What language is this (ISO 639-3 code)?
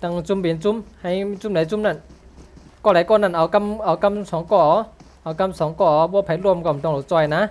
shn